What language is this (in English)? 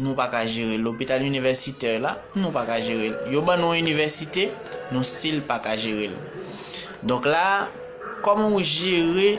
Haitian Creole